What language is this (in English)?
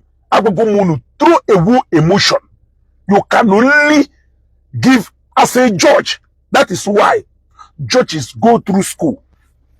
Igbo